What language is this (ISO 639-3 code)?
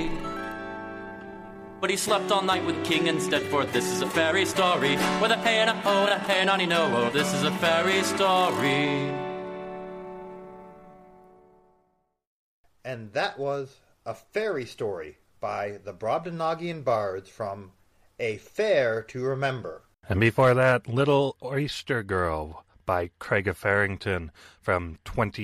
eng